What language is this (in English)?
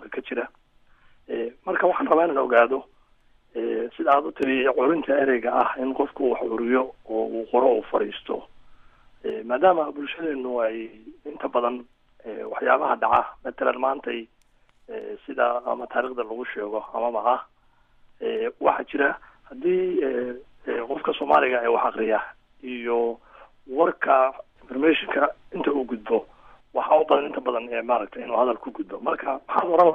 Somali